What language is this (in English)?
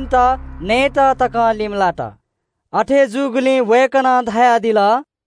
Newari